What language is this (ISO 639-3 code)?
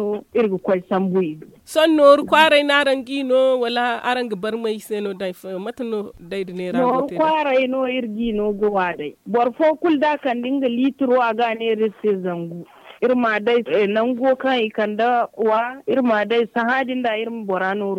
dje